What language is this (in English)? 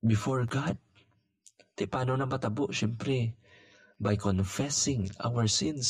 Hiligaynon